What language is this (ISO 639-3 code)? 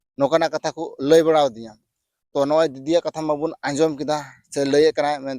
sat